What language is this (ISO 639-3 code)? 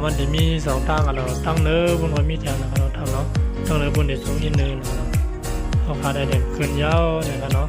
shn